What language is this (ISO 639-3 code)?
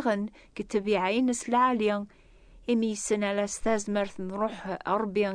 kab